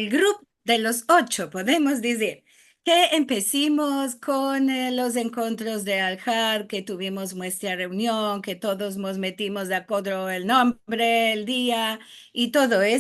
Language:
Ladino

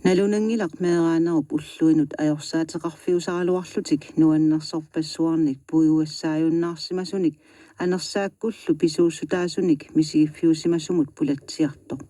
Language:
Kalaallisut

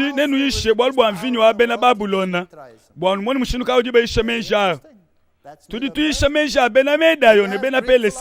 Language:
Luba-Lulua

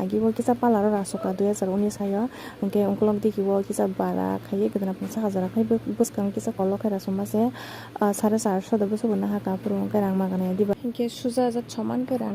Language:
Kok Borok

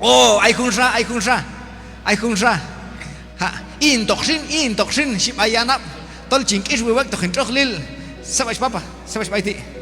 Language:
Q'anjob'al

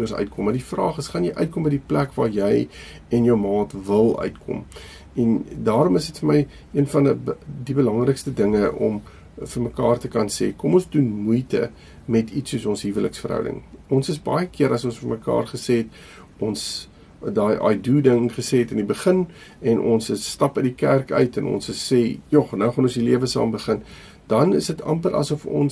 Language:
Afrikaans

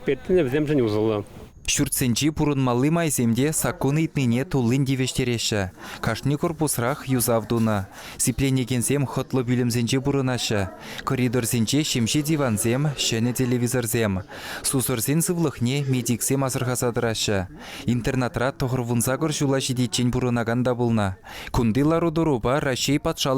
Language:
Chuvash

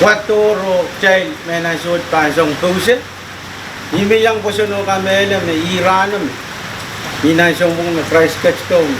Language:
Pohnpeian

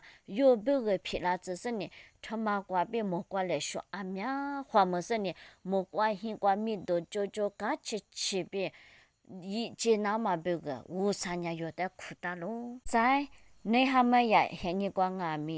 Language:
Lisu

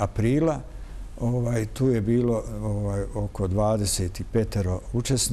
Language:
Bosnian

